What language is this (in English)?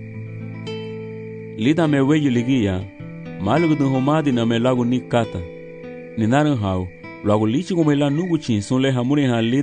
Garifuna